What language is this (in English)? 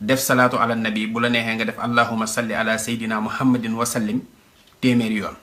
Wolof